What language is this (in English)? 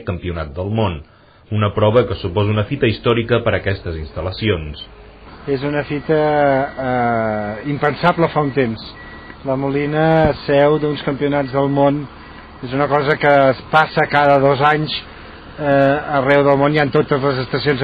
Catalan